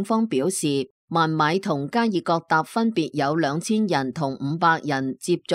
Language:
Cantonese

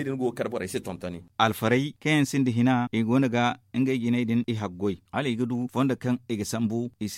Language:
Zarma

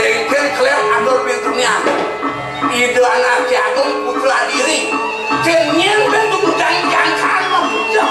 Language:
Balinese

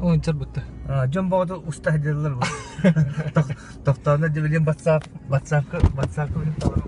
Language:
Yakut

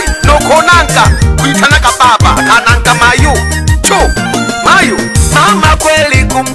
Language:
Swahili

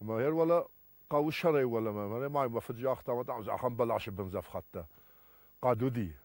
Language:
Ossetic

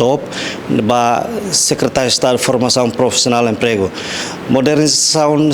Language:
Tetum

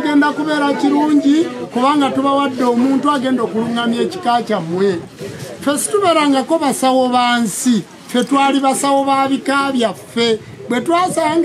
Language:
Ganda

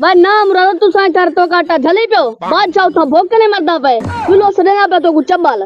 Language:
Saraiki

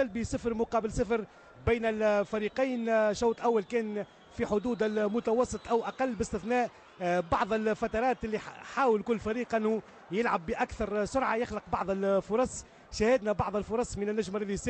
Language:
Tunisian Arabic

